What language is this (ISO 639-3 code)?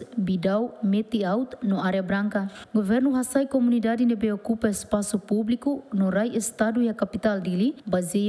tet